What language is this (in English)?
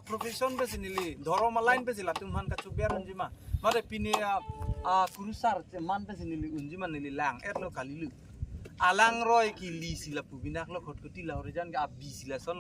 Karbi